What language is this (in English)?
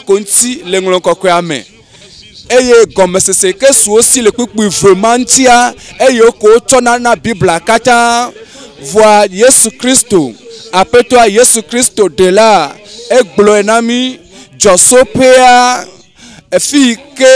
Ewe